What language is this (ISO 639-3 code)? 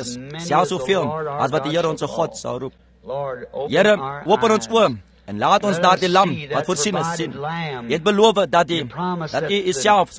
afr